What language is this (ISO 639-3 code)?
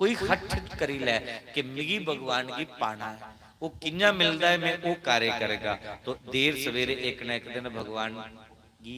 doi